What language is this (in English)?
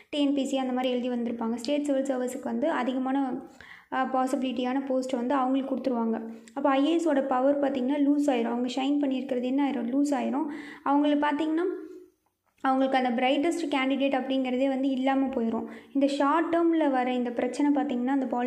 Tamil